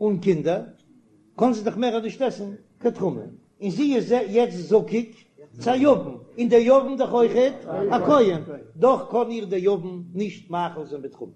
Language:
Yiddish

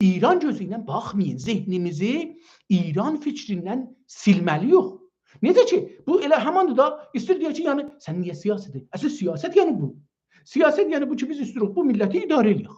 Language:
South Azerbaijani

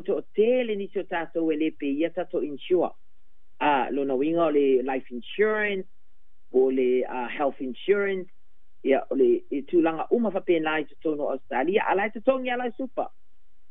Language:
Samoan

